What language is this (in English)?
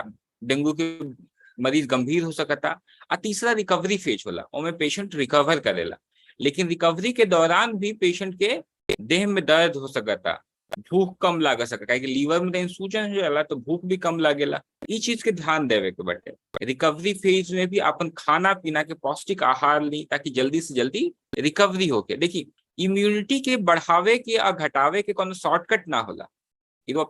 Bhojpuri